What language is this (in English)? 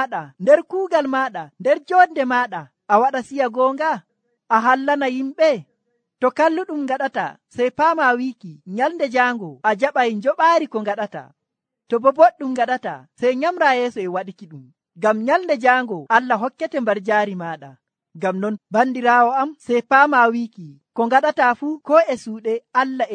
Nigerian Fulfulde